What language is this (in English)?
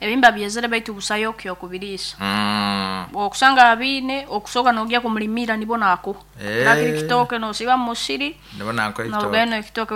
Nyankole